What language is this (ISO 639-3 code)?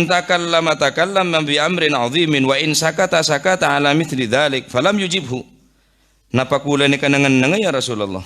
mad